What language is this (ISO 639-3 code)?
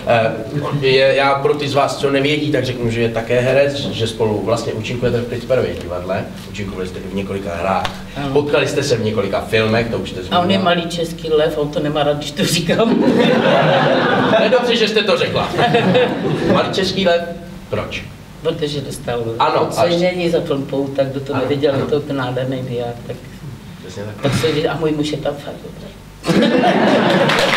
ces